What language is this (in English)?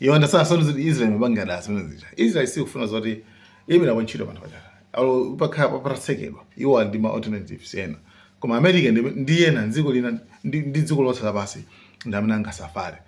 Nyanja